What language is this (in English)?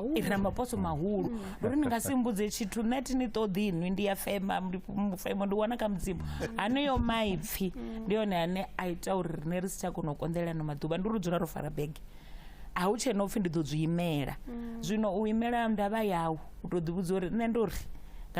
Venda